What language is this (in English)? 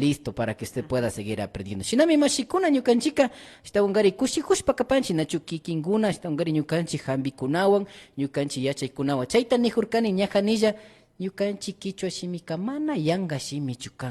Imbabura Highland Quichua